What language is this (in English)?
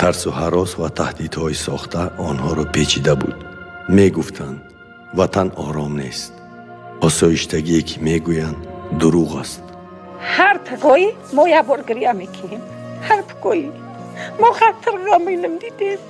Tajik